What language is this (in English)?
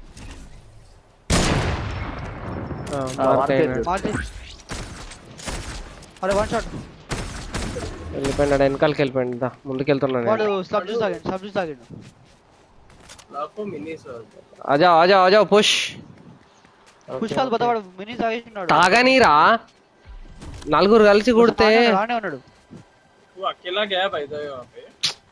Telugu